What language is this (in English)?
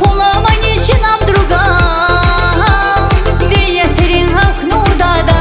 Tabassaran